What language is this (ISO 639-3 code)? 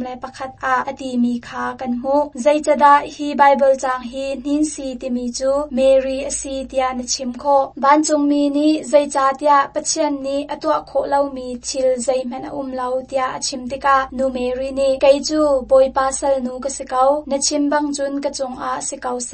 cnh